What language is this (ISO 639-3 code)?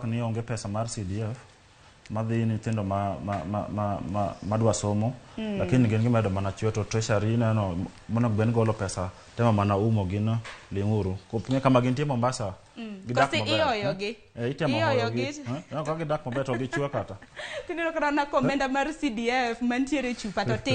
luo